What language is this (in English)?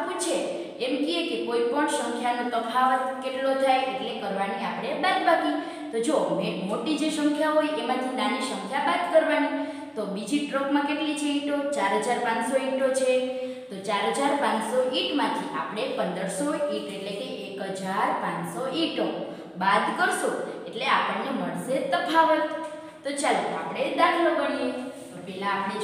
Gujarati